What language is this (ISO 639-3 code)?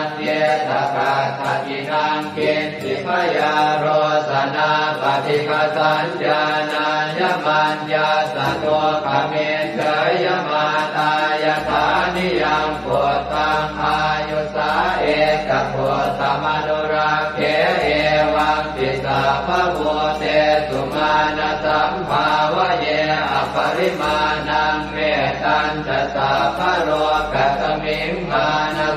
pli